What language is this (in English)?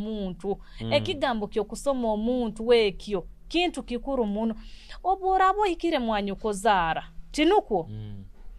Nyoro